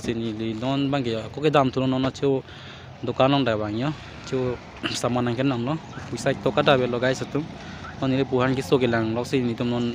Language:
Karbi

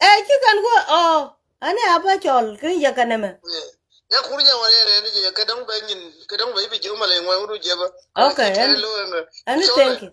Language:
Nuer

